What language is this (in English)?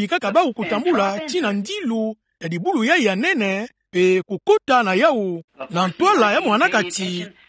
Kituba (Democratic Republic of Congo)